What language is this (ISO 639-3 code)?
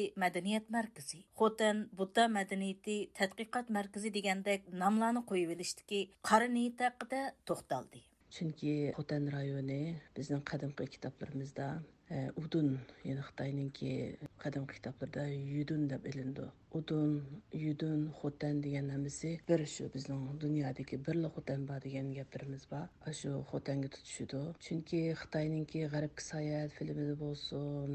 uig